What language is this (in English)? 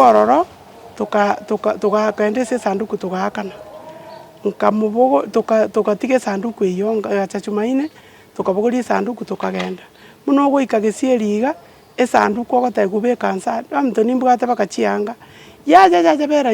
Gusii